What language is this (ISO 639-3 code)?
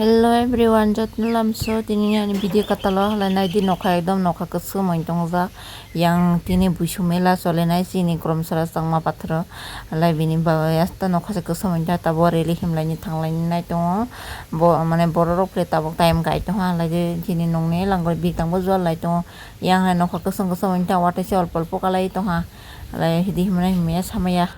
trp